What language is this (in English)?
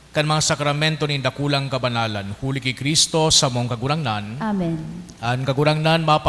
Bikol